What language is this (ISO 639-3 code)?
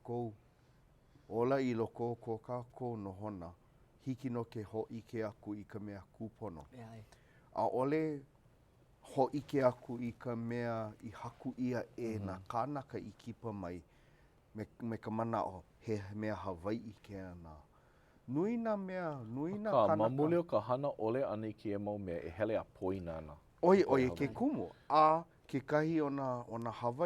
haw